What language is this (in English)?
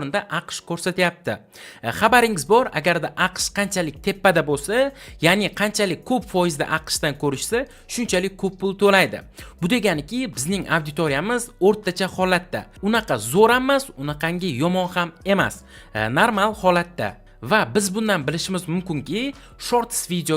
Uzbek